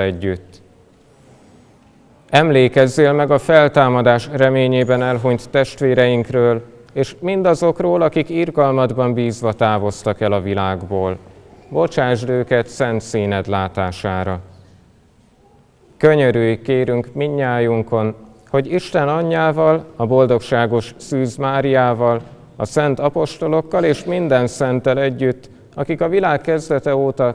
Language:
Hungarian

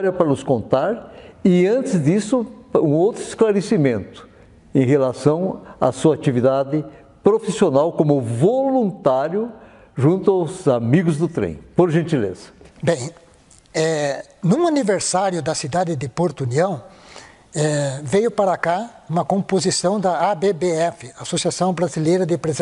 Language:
Portuguese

